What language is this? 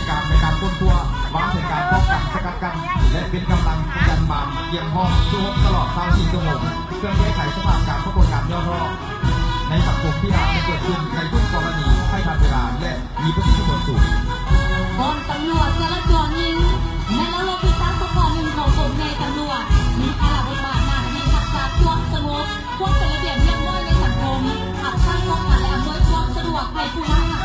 Lao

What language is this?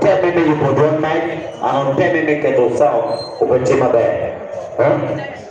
Acoli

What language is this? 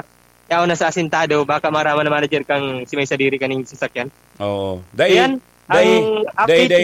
Bikol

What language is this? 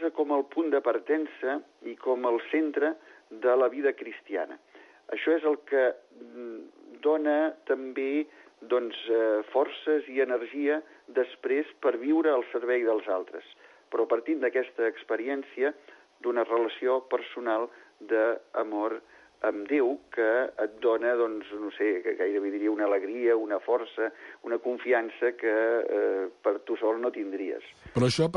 Catalan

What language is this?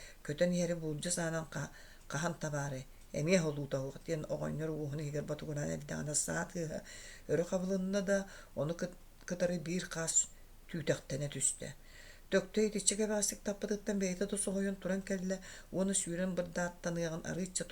Yakut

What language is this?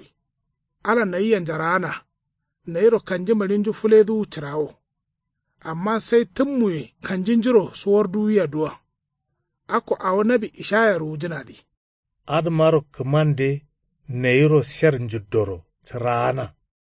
Kanuri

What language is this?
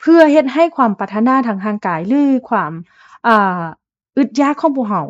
Lao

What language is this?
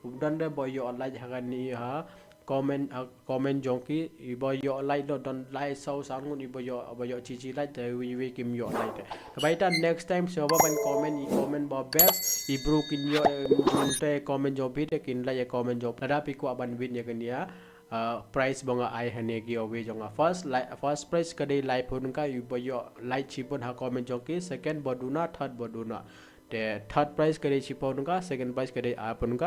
Khasi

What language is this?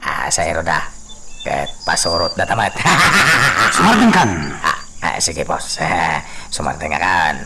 Iloko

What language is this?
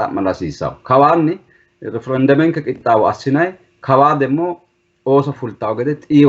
Sidamo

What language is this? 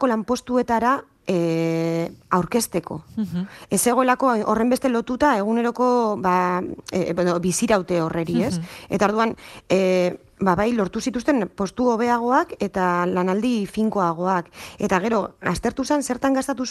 Basque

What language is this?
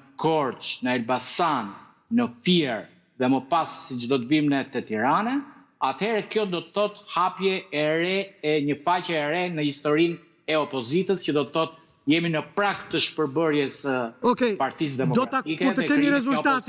Albanian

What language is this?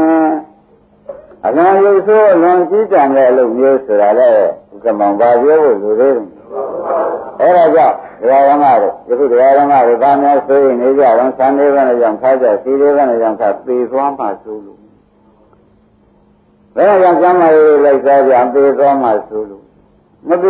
Burmese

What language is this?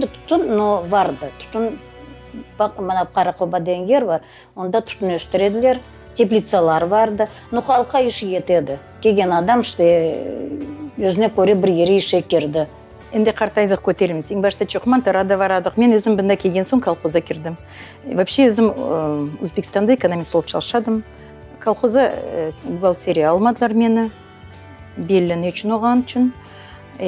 Crimean Tatar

